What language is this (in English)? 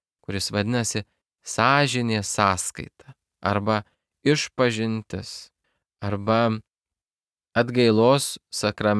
Lithuanian